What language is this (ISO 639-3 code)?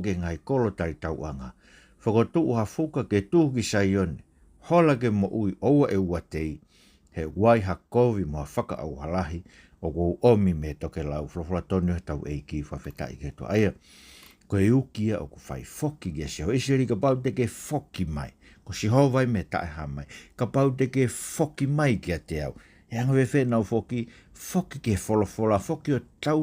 ton